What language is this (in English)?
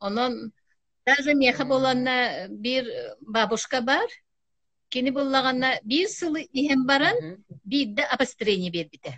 Yakut